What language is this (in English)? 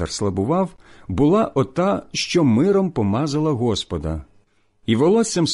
Ukrainian